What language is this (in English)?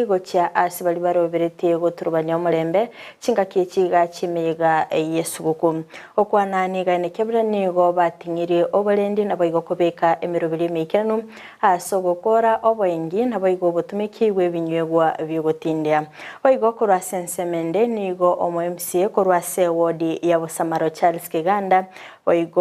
Gusii